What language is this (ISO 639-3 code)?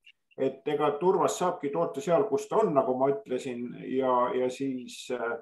est